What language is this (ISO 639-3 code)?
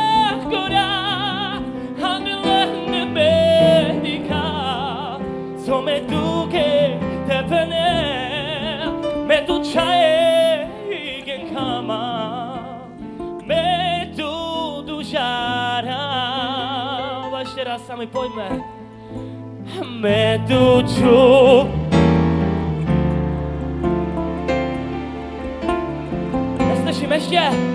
ces